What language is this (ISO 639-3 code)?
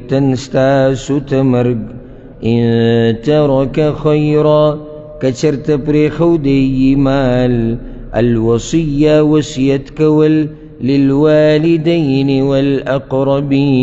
pus